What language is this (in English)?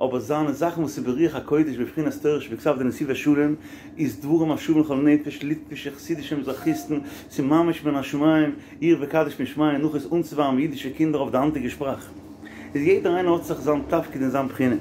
Yiddish